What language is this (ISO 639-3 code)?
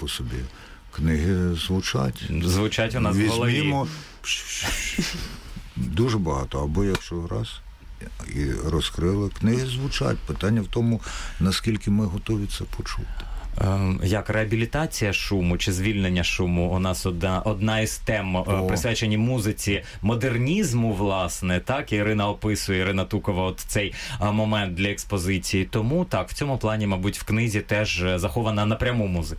ukr